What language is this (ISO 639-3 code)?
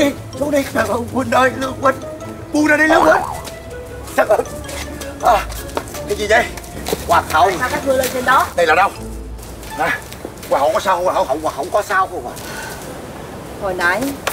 vie